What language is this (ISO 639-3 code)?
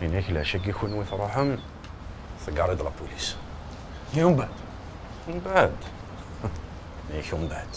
kab